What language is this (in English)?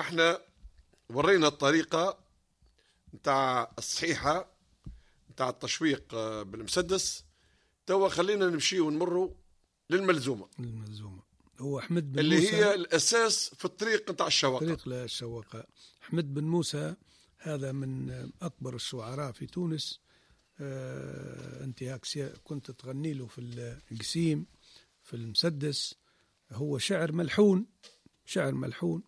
Tunisian Arabic